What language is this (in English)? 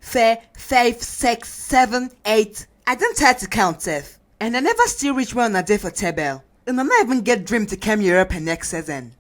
Nigerian Pidgin